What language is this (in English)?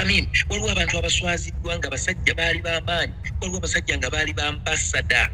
Ganda